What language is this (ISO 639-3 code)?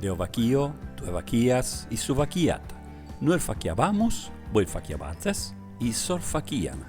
srd